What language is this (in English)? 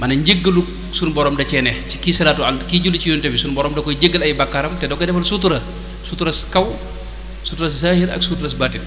Wolof